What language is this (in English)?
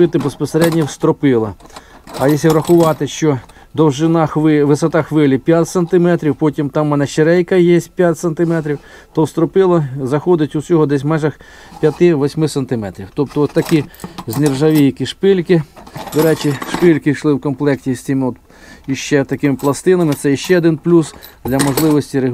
Ukrainian